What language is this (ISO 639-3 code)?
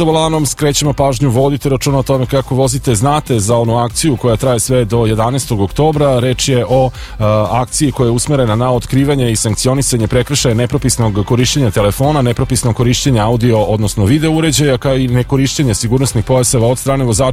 srp